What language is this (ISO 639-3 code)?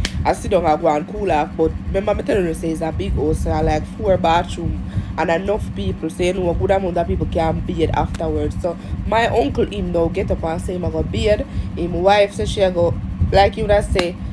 jam